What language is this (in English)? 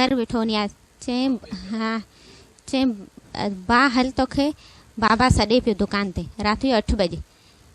Sindhi